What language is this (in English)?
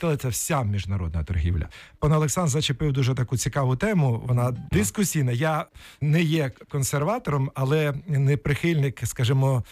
Ukrainian